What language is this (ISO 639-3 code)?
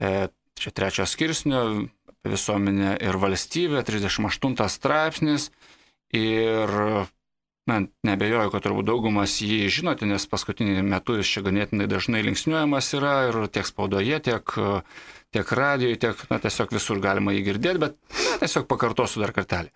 lit